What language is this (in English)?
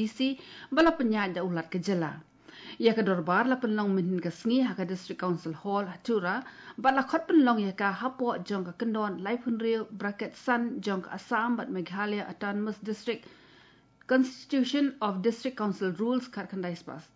Khasi